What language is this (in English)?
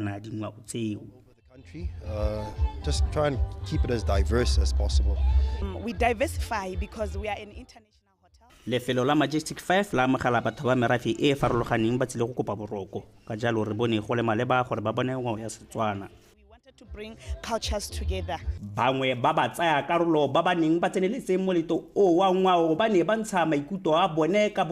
Tswana